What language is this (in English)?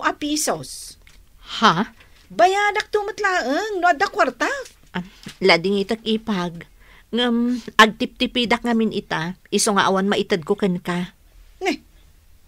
Iloko